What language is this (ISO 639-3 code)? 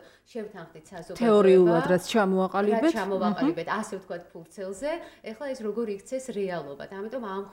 kat